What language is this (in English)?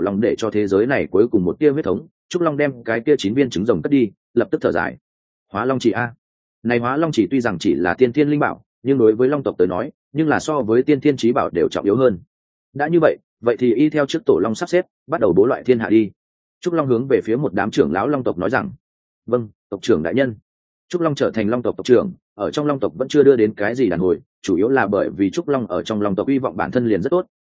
Vietnamese